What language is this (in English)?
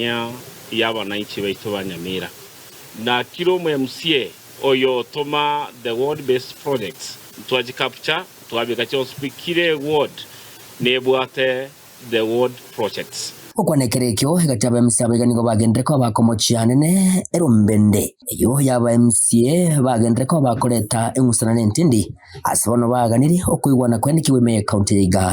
Gusii